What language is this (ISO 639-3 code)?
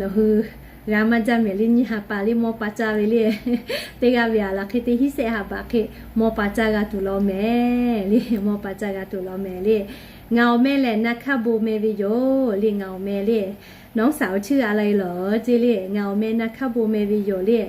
lhu